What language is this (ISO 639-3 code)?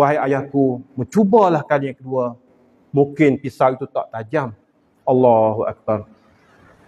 msa